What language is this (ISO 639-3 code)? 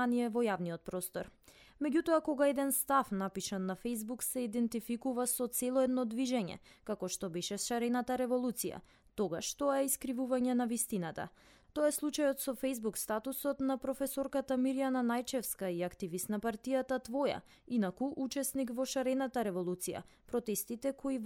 mkd